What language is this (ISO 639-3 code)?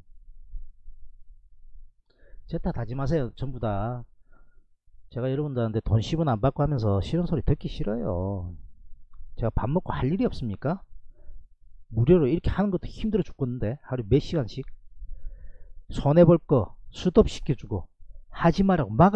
kor